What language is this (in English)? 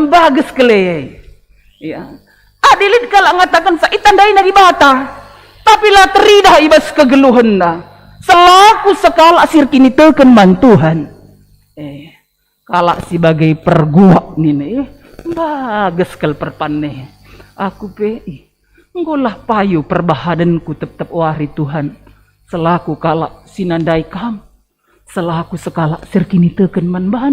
Batak Karo